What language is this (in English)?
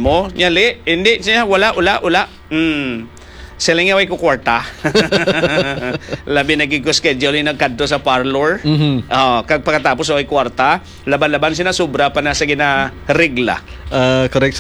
Hiligaynon